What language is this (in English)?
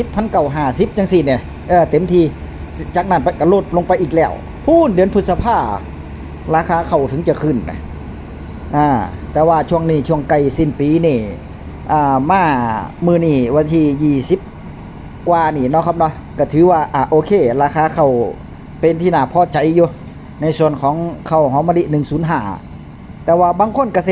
Northeastern Thai